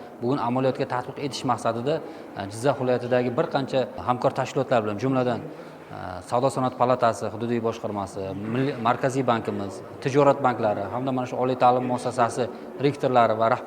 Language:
Uzbek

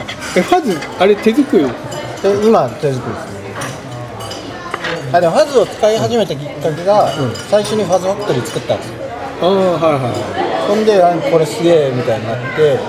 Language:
Japanese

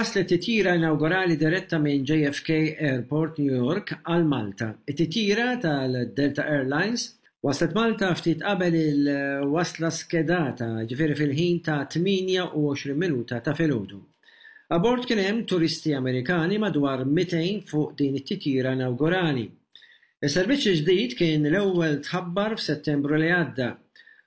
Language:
Maltese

